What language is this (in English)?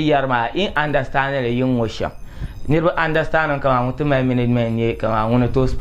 Dagbani